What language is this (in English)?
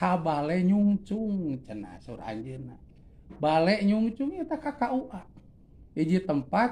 Sundanese